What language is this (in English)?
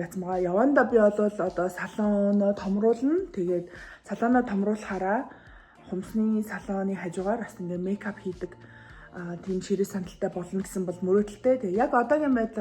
Mongolian